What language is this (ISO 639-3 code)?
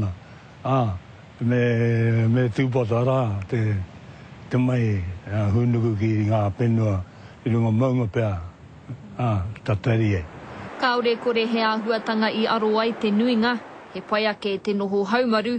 mri